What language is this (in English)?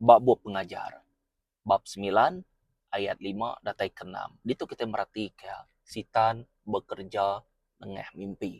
Iban